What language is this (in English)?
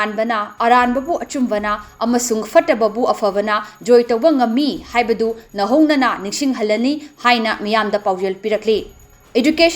Manipuri